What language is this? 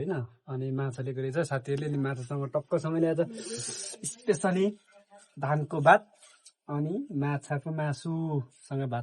Nepali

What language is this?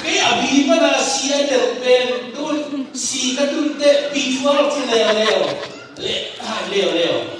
Tedim Chin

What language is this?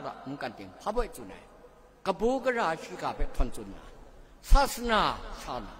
Kachin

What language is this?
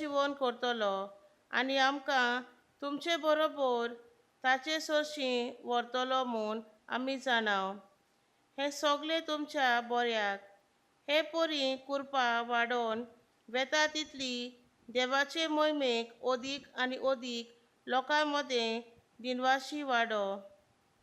Konkani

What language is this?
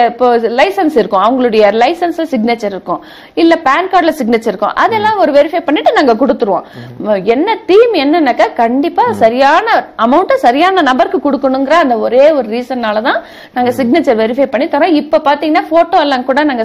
Tamil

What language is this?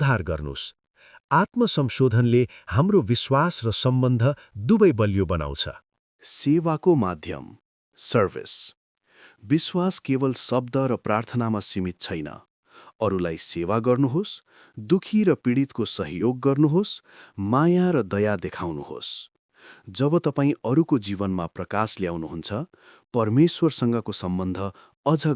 Nepali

